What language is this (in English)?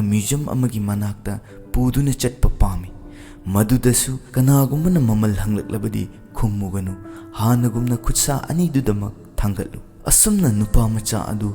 Manipuri